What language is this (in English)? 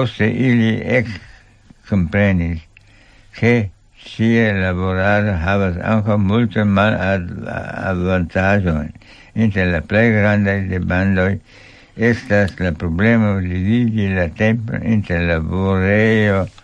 Esperanto